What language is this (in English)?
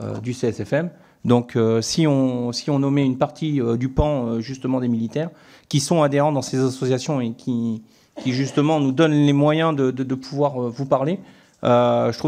French